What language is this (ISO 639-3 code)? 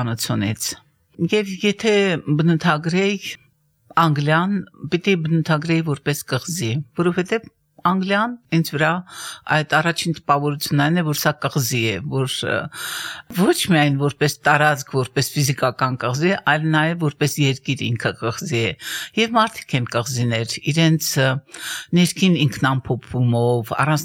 hye